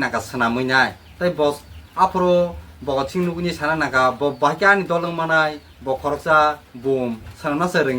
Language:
Kok Borok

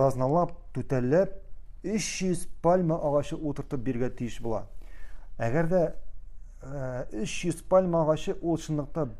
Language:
Tatar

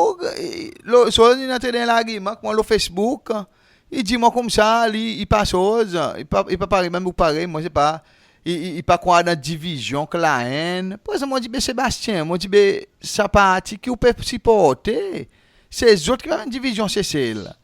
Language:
Seselwa Creole French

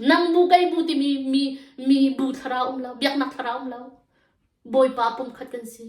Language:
Hakha Chin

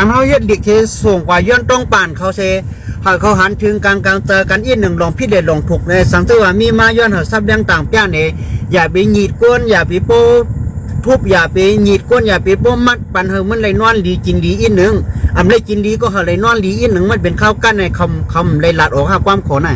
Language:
Shan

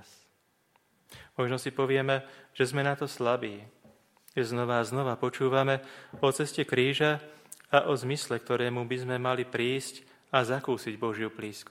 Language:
Slovak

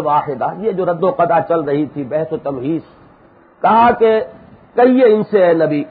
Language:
Urdu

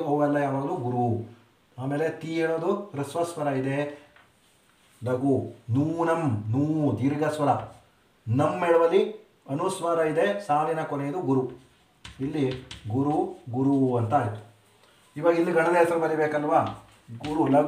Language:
Kannada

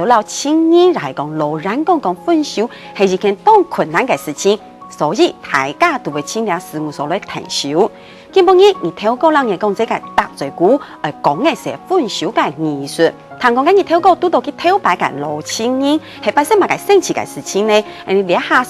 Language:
Hakka Chinese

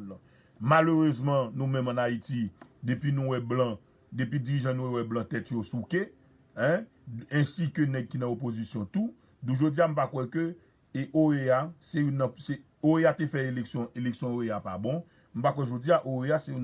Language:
Haitian Creole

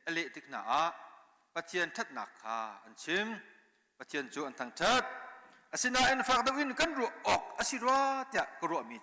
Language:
Hakha Chin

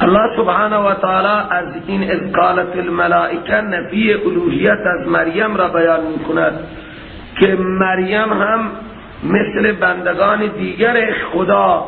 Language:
Persian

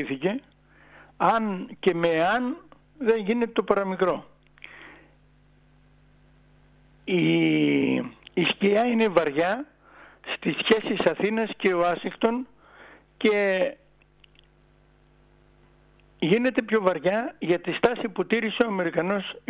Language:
Greek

